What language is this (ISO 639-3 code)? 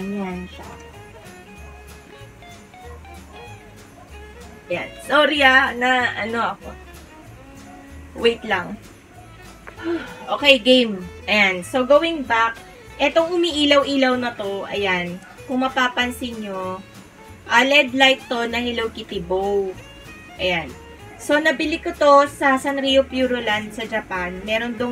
fil